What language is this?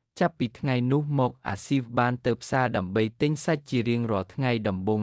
Khmer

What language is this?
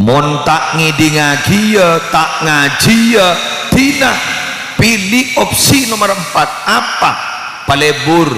Madurese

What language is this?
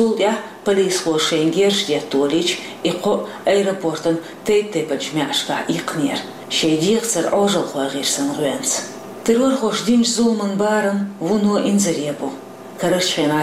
Chechen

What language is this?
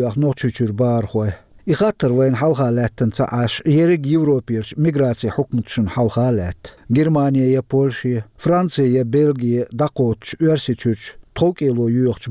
Chechen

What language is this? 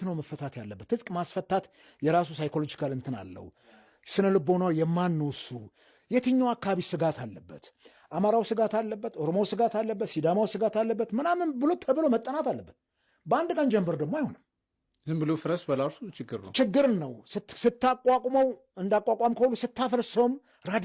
Amharic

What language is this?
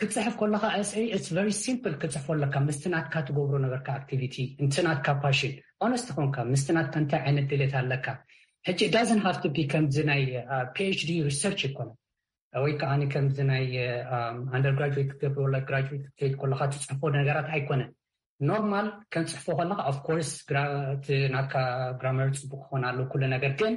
Tigrinya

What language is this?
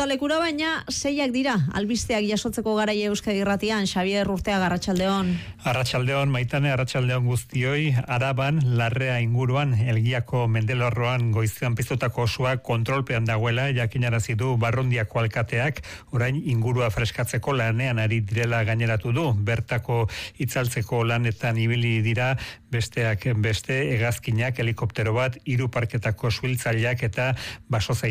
Basque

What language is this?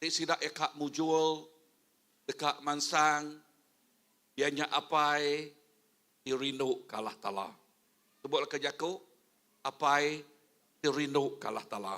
Iban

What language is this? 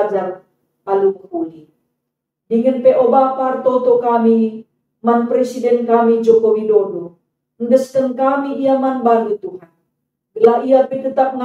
Batak Karo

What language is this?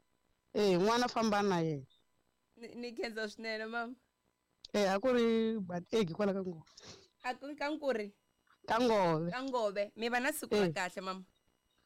Tsonga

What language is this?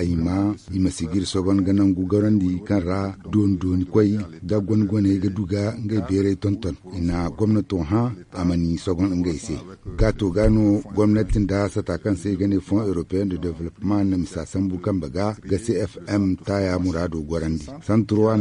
Zarma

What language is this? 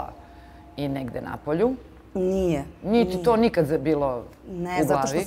Serbian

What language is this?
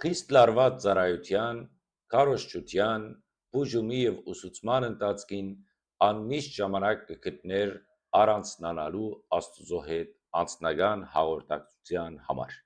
Western Armenian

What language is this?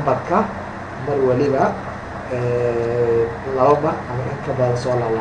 Somali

